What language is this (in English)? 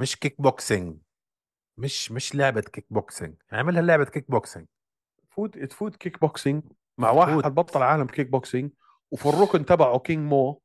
North Levantine Arabic